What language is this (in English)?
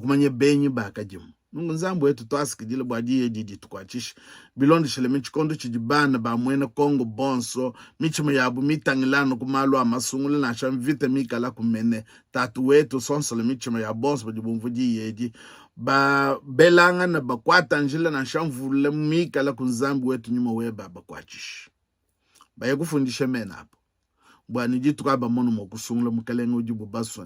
Luba-Lulua